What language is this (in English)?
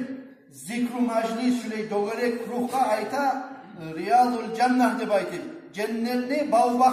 Kumyk